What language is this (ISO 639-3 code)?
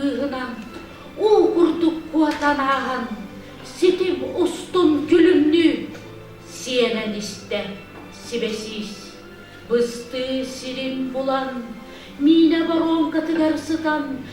sah